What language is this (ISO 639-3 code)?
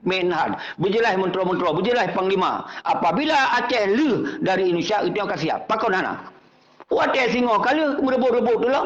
ace